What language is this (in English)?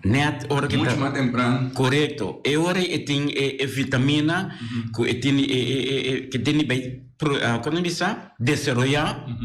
Papiamento